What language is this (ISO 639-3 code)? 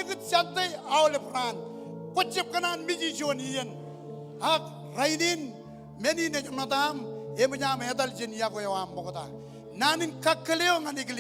mah